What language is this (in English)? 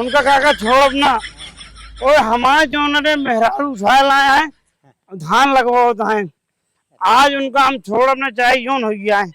Awadhi